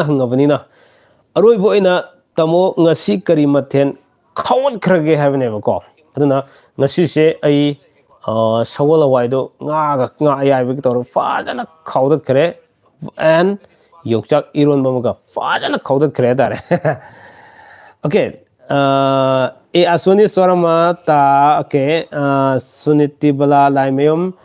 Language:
Manipuri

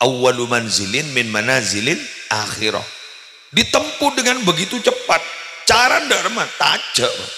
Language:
Madurese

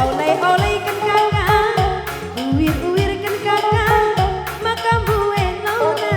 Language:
Batak Karo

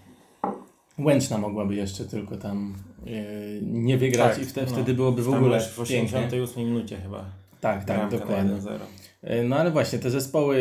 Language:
Polish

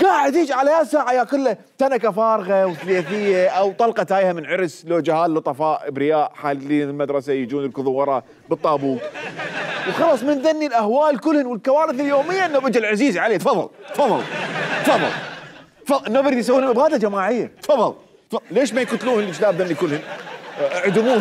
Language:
Mesopotamian Arabic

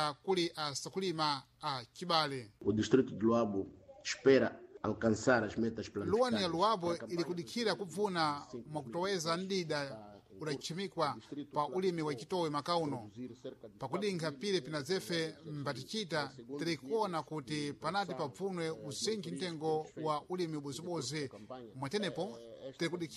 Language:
Sena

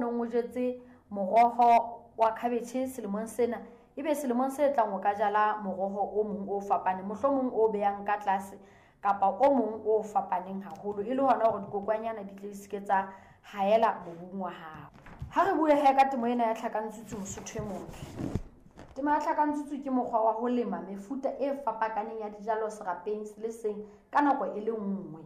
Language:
Southern Sotho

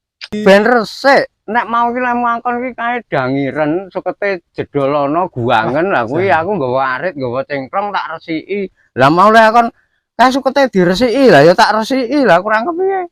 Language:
Javanese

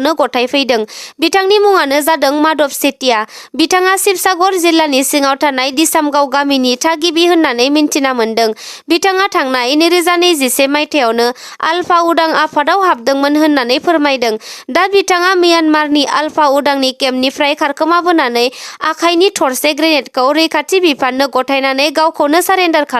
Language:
Bodo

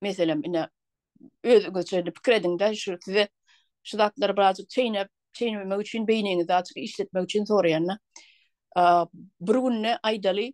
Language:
Turkmen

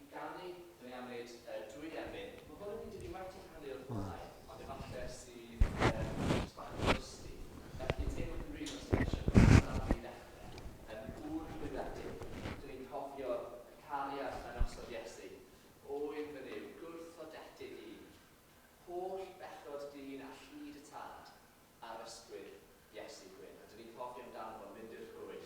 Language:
Welsh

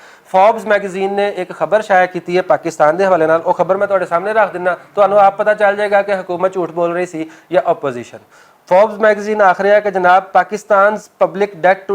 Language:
Western Panjabi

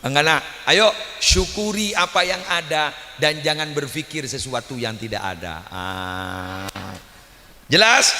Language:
Madurese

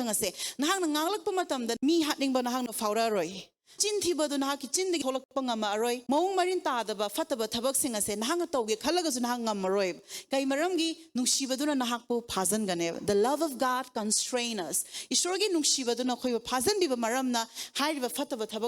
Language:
Manipuri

